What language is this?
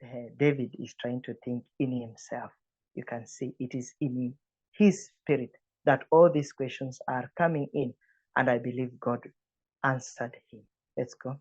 English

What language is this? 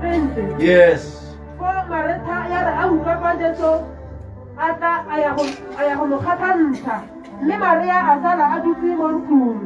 Tswana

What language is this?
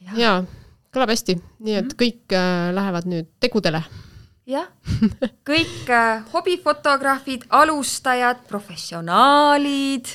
Estonian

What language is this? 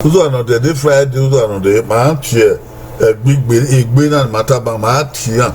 Bini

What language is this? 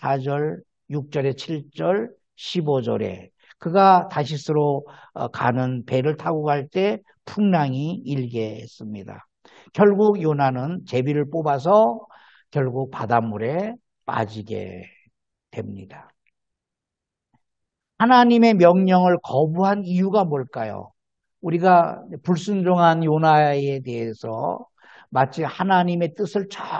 Korean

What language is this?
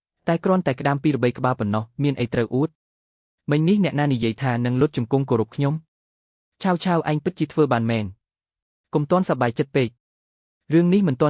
Khmer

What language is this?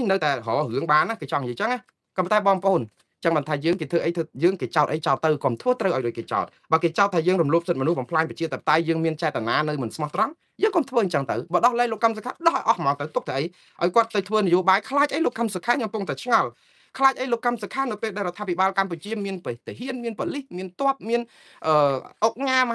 Khmer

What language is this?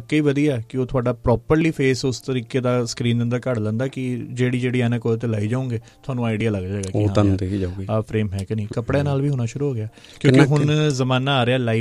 Punjabi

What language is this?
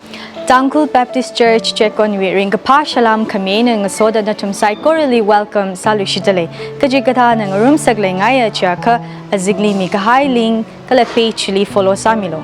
Tangkhul Naga (India)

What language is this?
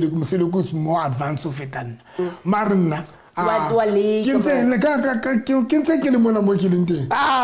Southern Sotho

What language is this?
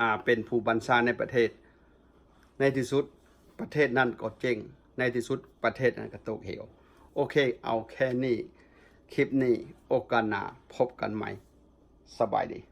Lao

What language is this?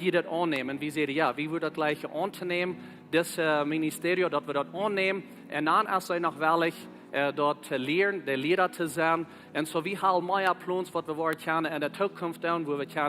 Plautdietsch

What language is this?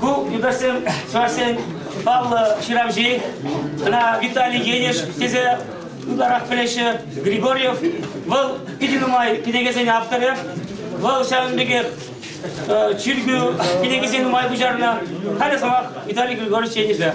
Chuvash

